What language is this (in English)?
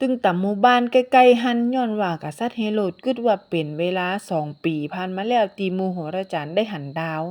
Northern Thai